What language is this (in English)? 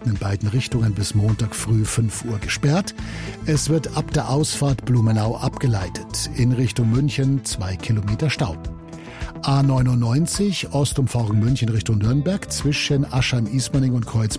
German